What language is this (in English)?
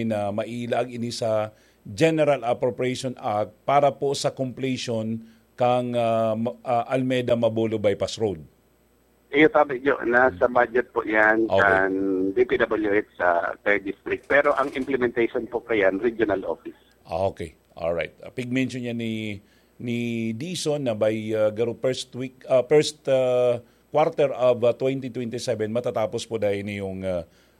Bikol